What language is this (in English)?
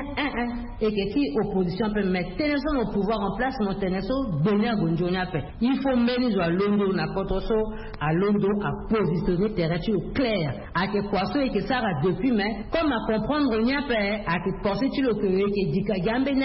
Sango